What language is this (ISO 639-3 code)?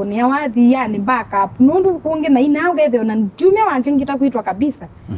kam